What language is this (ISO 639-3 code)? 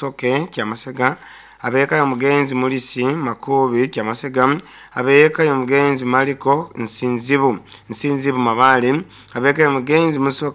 nyo